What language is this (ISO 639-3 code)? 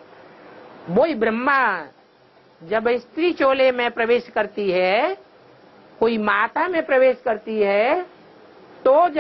hin